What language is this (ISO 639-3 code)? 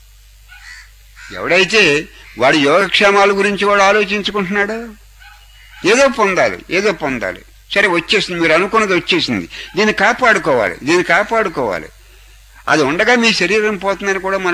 tel